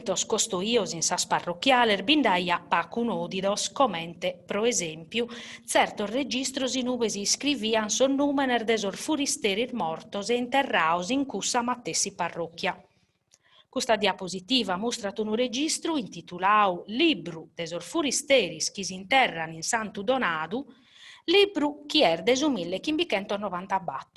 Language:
Sardinian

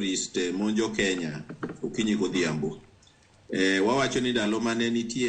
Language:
Luo (Kenya and Tanzania)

